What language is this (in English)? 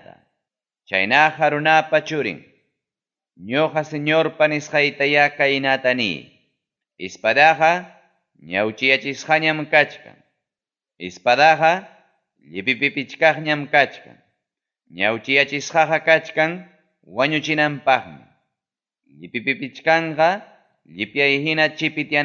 Ayacucho Quechua